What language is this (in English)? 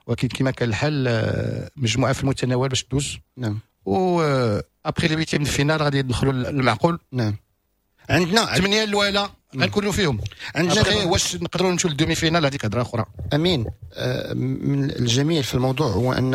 Moroccan Arabic